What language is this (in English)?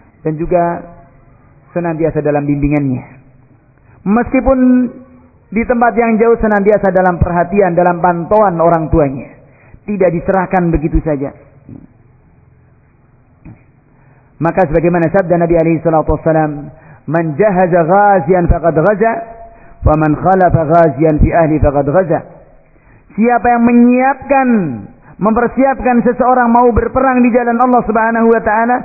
Indonesian